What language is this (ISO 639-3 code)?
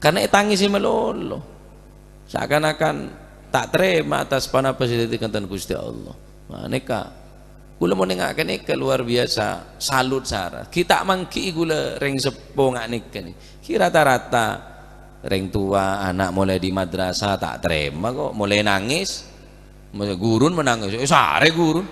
mad